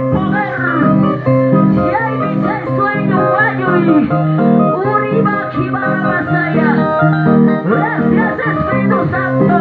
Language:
Quechua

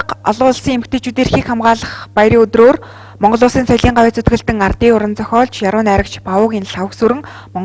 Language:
Mongolian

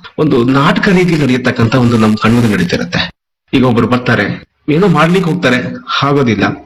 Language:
Kannada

